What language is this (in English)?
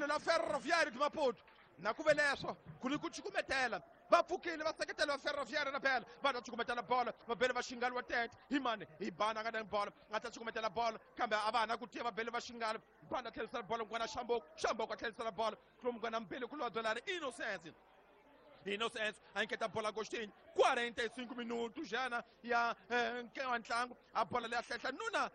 Tsonga